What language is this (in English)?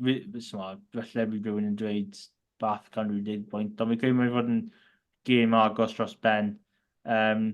Welsh